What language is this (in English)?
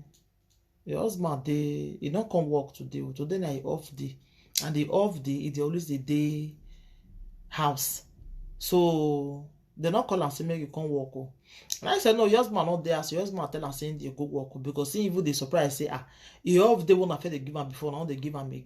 Nigerian Pidgin